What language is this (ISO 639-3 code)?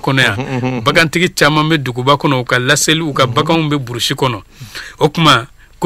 bam